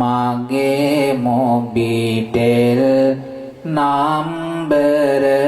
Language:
Sinhala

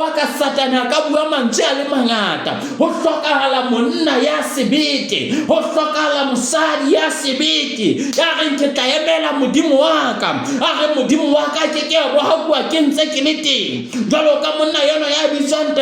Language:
Southern Sotho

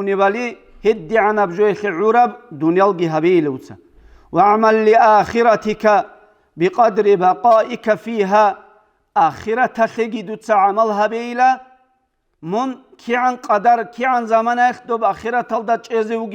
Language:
Avaric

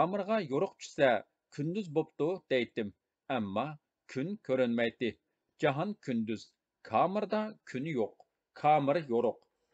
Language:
Uyghur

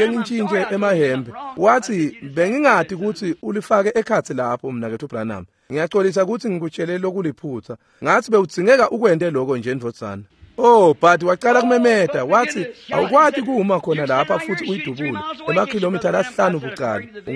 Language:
Swati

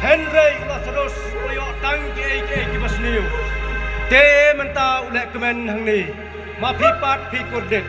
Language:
Khasi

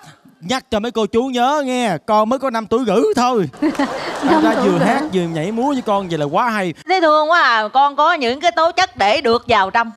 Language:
Vietnamese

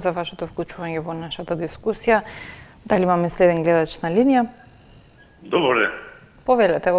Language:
Macedonian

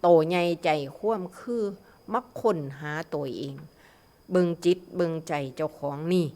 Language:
Northeastern Thai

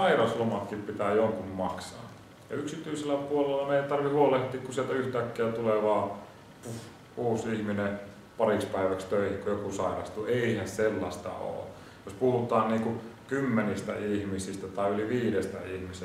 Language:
Finnish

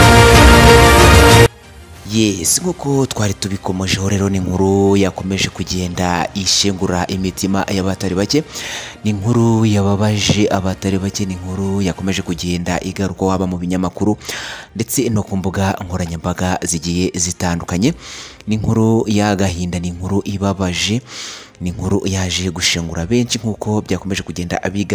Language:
Kinyarwanda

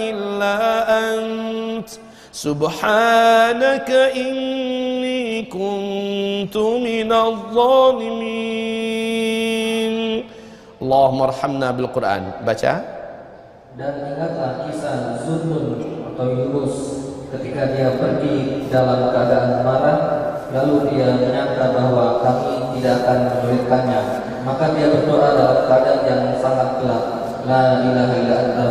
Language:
Indonesian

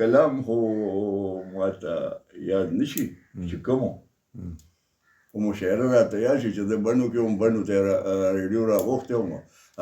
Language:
Pashto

